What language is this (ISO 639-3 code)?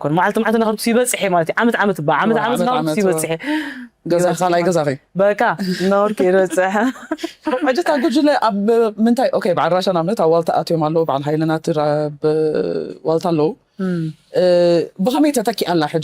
tir